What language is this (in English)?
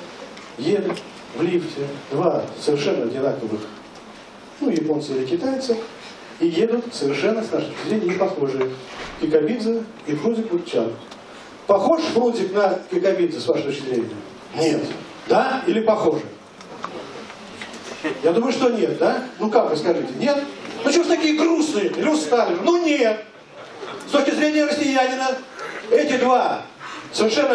Russian